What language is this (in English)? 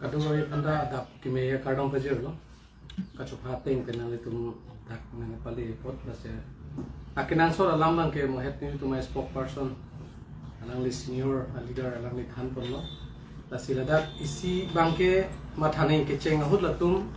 Karbi